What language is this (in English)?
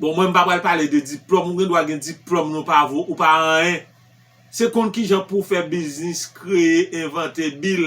Haitian Creole